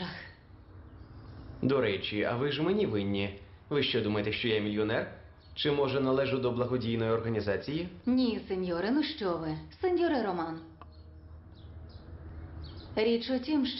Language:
Ukrainian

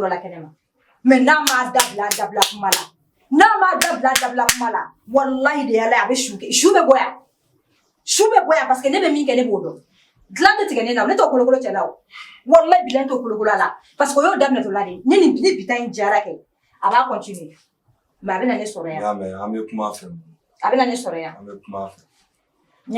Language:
Bambara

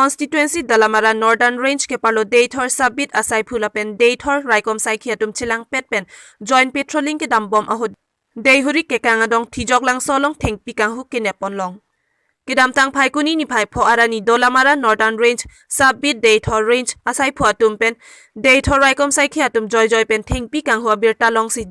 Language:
Karbi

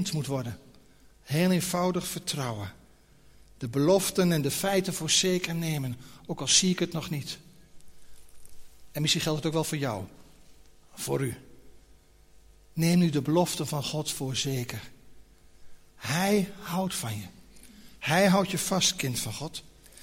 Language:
Dutch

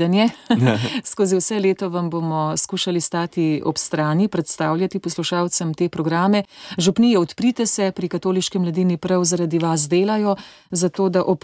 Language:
Slovenian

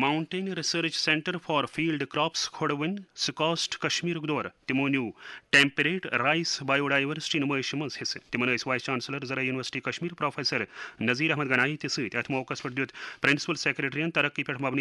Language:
Kashmiri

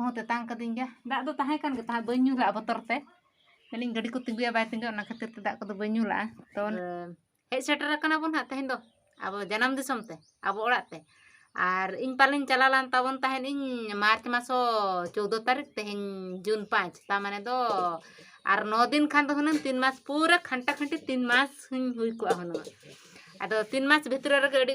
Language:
Santali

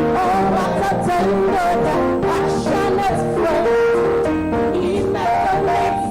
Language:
Ewe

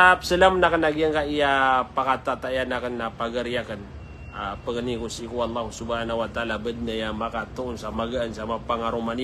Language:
Maranao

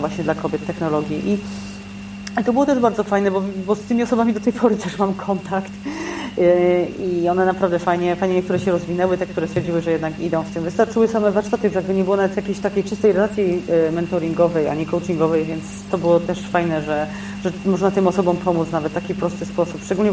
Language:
Polish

